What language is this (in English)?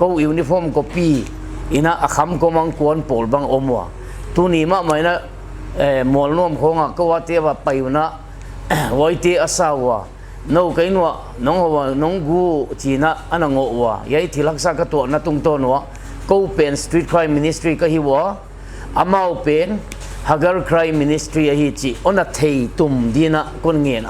Thado Chin